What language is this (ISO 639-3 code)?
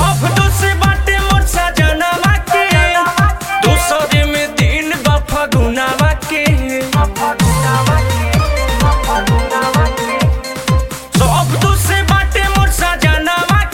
bho